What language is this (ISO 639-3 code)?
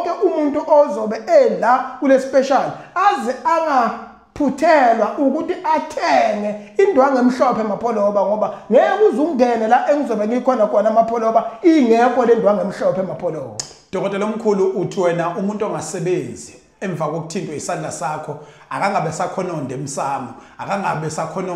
zul